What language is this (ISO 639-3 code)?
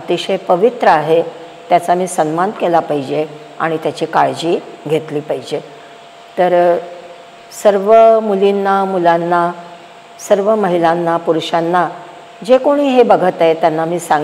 mar